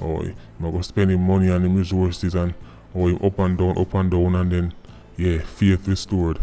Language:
Jamaican Creole English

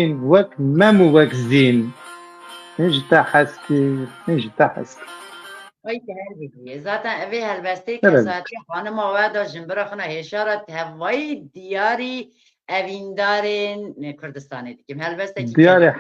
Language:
Kurdish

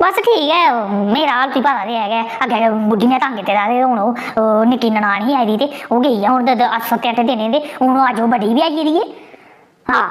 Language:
Dogri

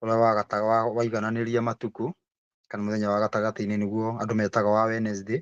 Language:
Kikuyu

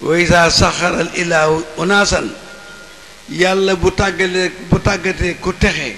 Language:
Wolof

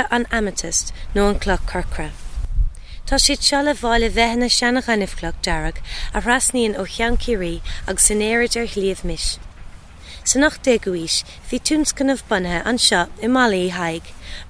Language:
Irish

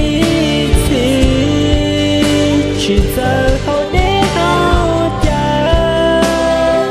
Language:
Hmong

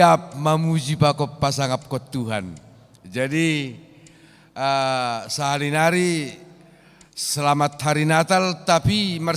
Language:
Batak Simalungun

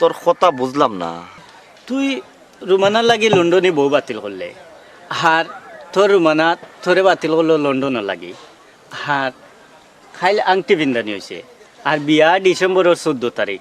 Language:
Sylheti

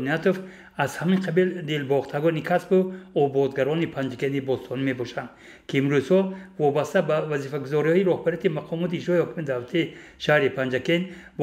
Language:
Tajik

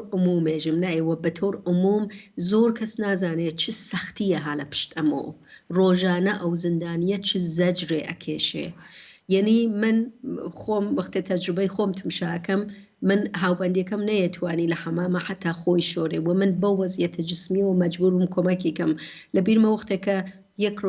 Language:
Central Kurdish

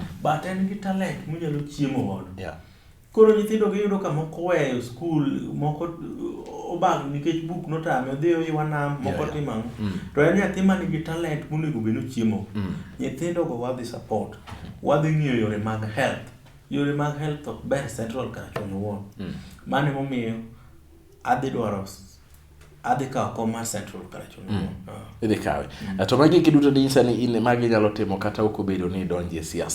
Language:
Luo (Kenya and Tanzania)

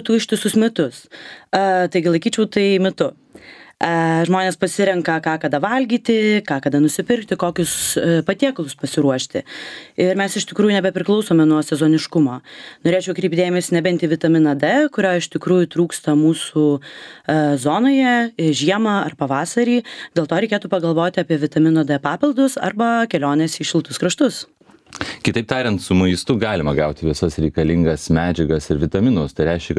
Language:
Lithuanian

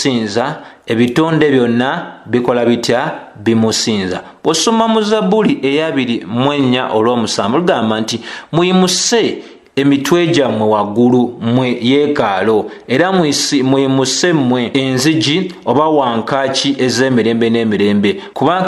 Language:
Ganda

